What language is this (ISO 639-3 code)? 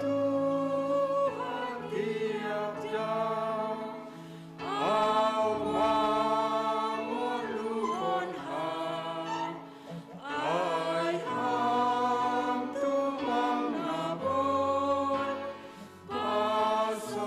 bts